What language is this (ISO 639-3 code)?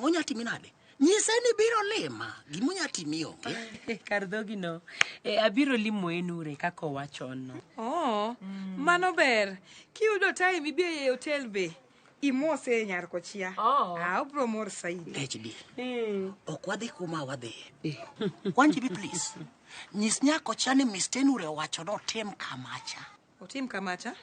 luo